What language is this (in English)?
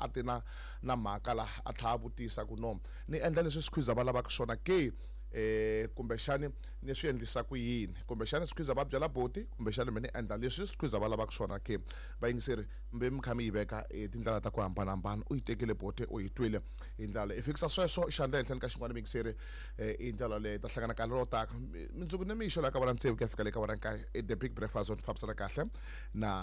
Tsonga